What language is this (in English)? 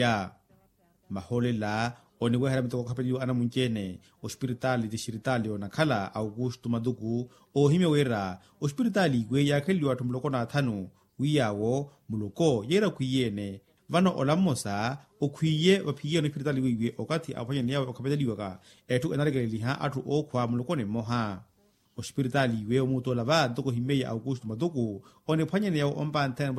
Makhuwa